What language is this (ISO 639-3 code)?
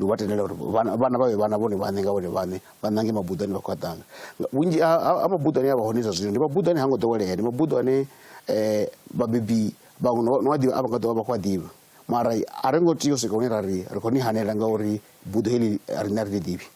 ven